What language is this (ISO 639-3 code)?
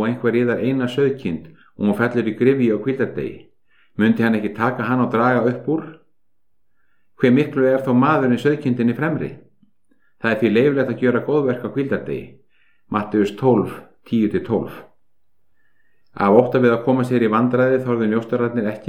isl